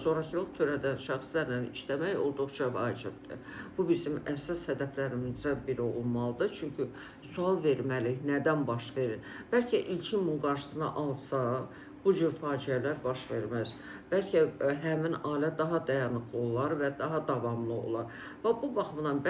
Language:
Azerbaijani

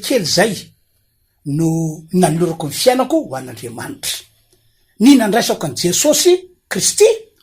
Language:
Malagasy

